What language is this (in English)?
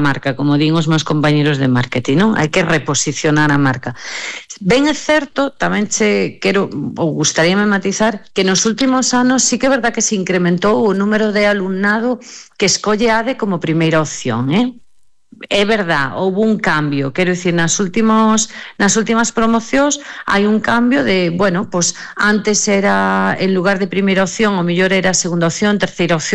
Galician